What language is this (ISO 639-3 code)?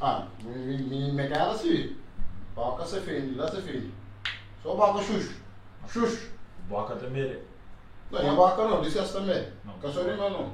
kea